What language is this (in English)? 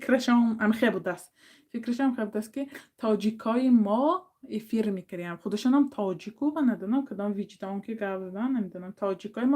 Tajik